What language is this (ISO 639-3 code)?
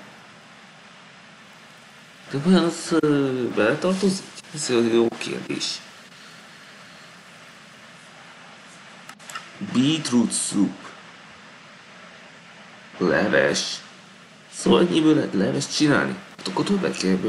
hun